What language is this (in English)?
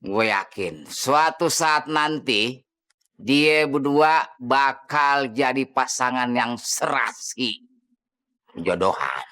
Betawi